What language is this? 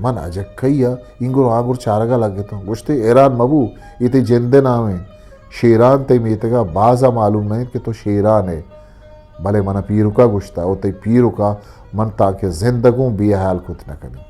Eastern Balochi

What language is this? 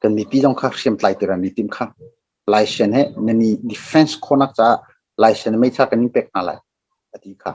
Hakha Chin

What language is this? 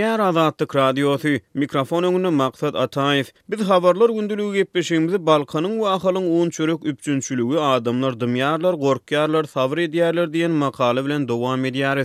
Turkmen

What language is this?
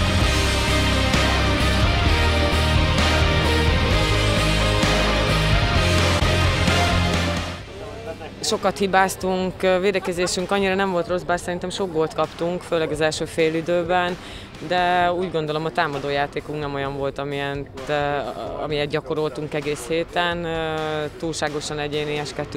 Hungarian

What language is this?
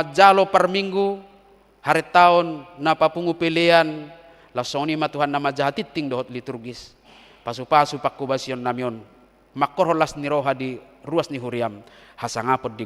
Batak Toba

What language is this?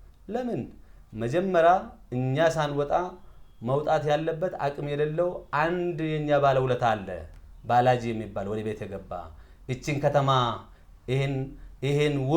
Amharic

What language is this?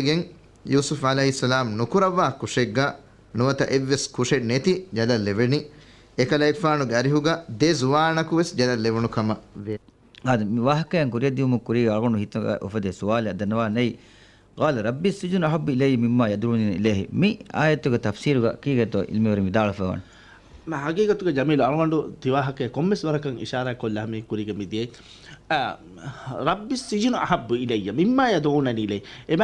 Divehi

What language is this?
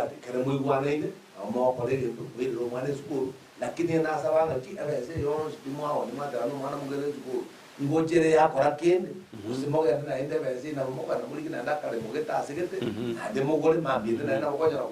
Gusii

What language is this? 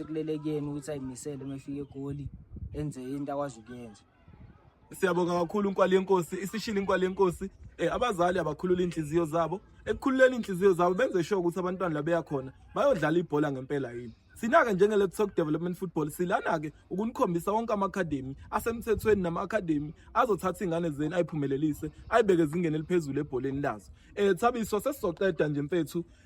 Zulu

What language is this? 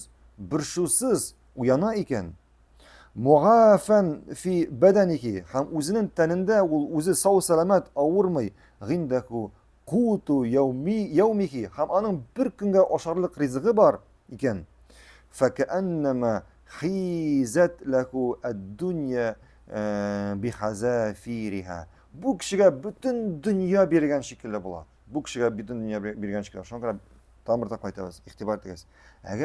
Tatar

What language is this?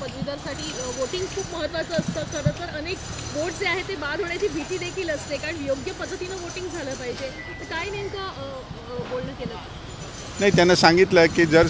Marathi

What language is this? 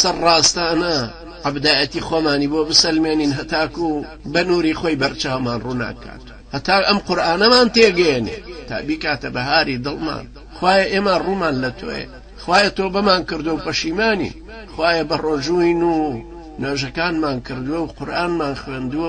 Central Kurdish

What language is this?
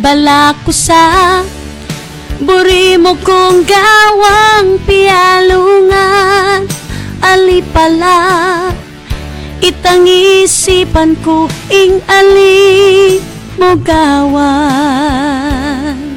Pampanga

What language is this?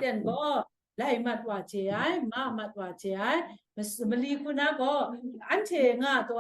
Kachin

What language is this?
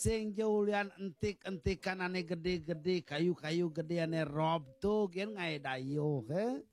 Balinese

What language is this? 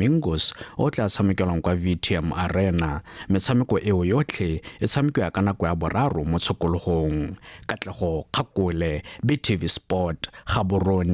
Tswana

